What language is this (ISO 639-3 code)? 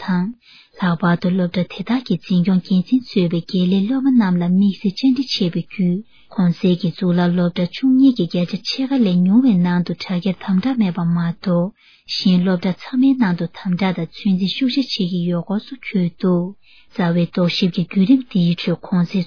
bod